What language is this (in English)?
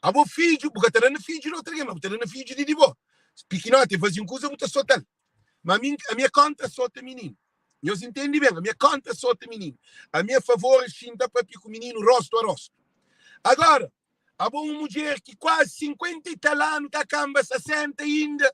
Kabuverdianu